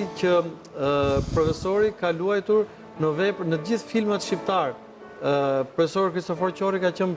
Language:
Albanian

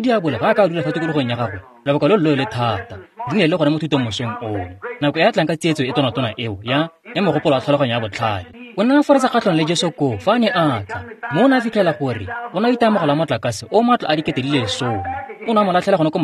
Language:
Tswana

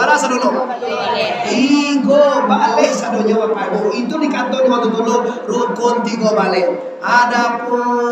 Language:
Minangkabau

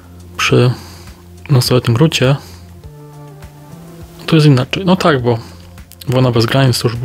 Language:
Polish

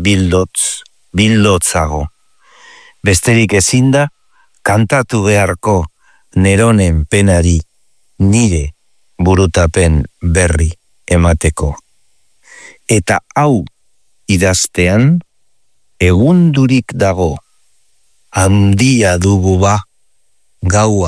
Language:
Basque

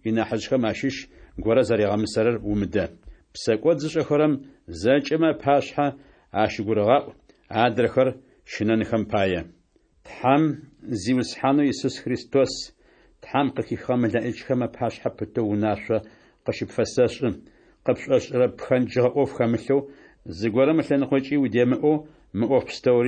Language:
Adyghe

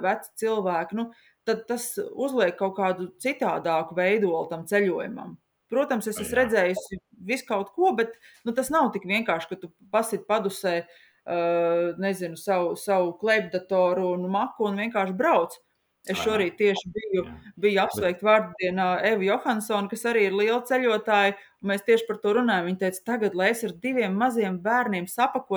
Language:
Latvian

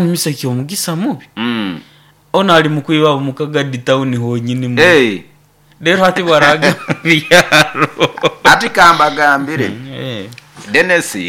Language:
Nyoro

